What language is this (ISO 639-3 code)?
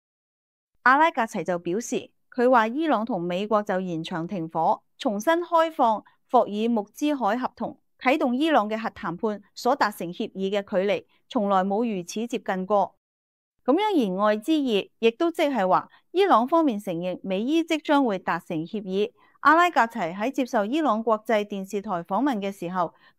yue